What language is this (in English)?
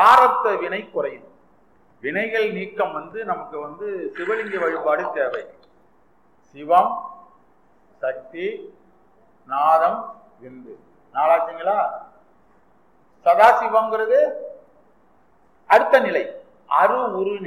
Tamil